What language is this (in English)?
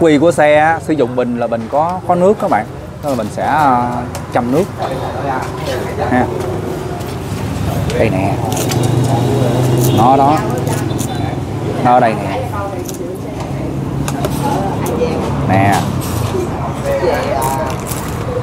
Vietnamese